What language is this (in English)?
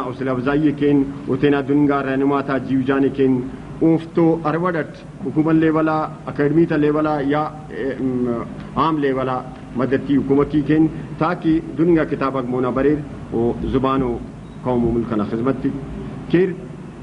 Brahui